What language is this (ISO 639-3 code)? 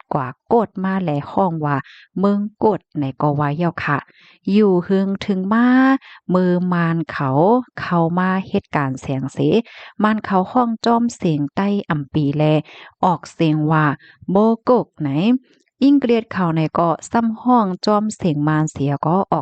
shn